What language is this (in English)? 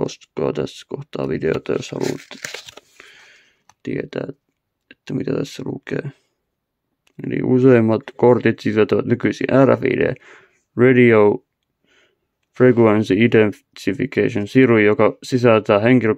Finnish